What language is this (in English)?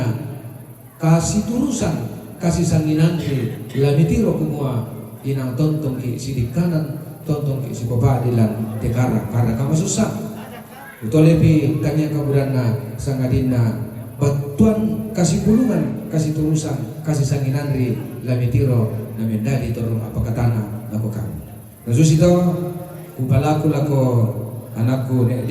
Toraja-Sa'dan